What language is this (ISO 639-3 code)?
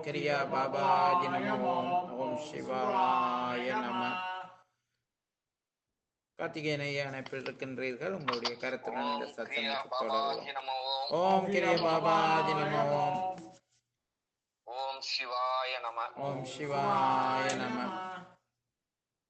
tam